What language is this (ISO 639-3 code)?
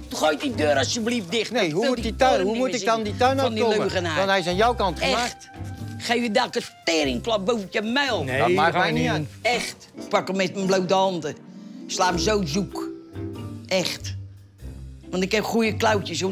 nld